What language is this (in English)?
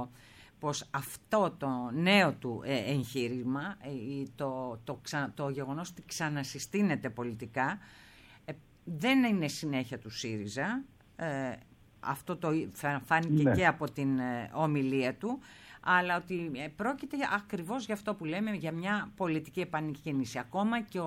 Greek